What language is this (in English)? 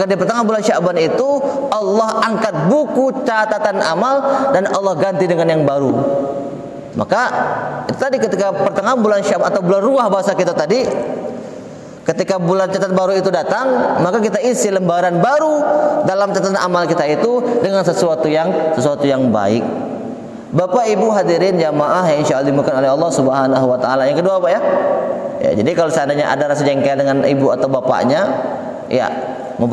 Indonesian